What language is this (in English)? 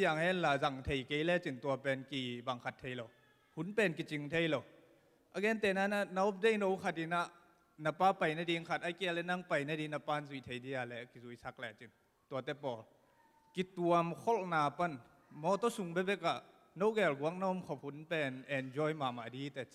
Tedim Chin